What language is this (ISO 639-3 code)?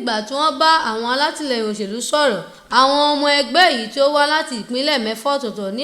yor